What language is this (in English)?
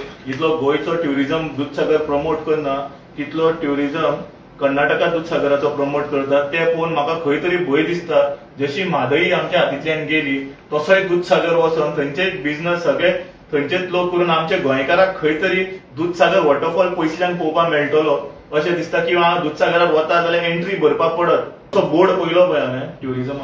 Konkani